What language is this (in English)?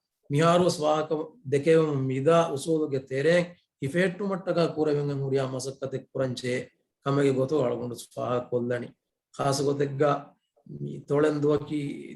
Divehi